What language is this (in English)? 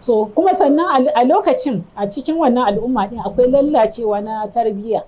Hausa